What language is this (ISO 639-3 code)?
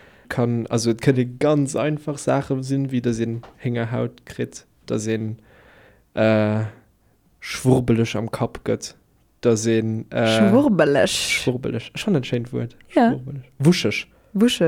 ltz